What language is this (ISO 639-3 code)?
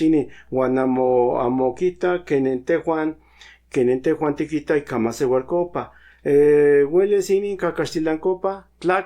nhn